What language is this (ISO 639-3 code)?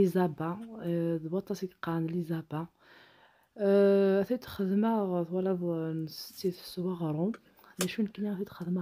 kab